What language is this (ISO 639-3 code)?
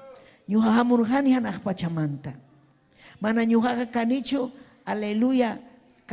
quy